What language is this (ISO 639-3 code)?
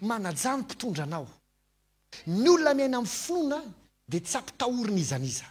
mlg